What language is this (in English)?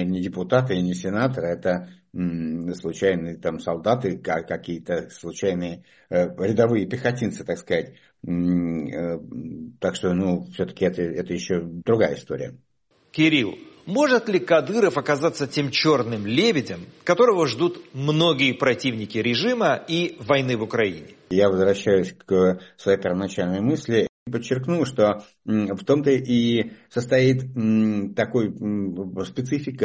Russian